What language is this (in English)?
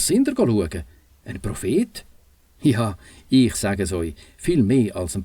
Swiss German